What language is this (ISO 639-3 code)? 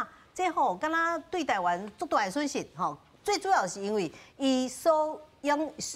nan